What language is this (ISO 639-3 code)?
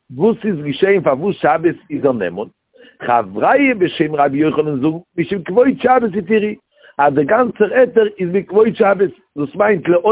yid